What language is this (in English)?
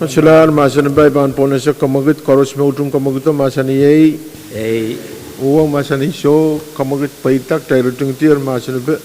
Pohnpeian